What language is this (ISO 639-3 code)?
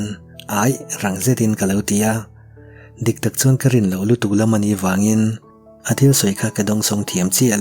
lus